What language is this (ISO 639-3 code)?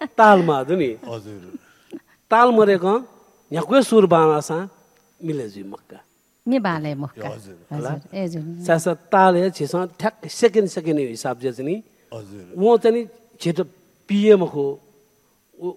new